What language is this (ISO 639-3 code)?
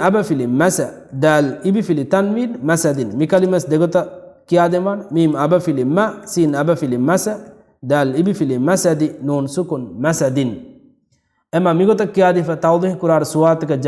div